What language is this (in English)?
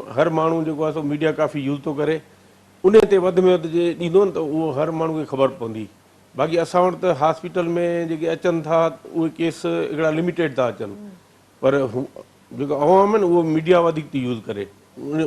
Sindhi